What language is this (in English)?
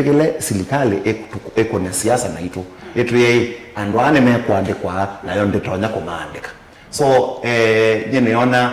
Kamba